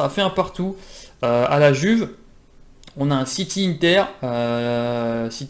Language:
French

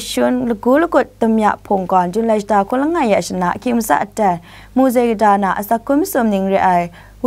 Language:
Kachin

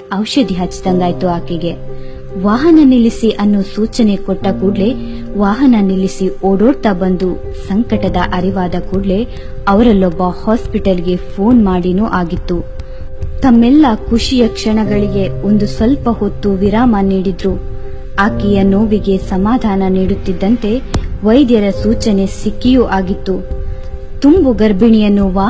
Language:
Kannada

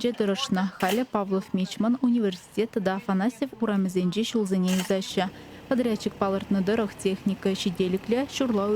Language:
Chuvash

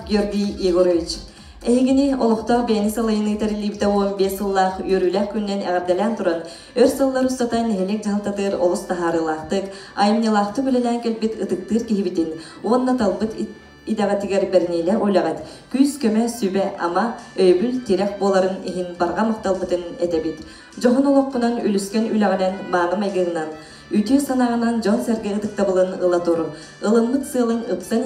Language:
Yakut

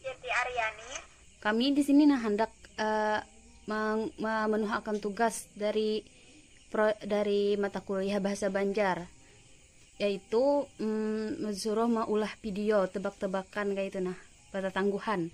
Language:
Banjar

